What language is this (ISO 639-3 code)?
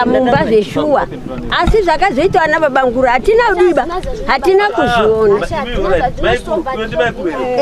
sna